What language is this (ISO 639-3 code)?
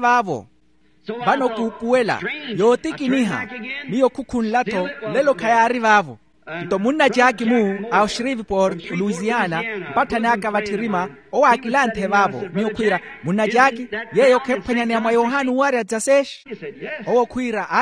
vmw